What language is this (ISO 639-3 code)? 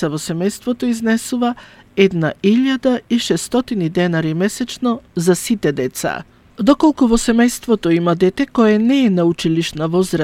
mkd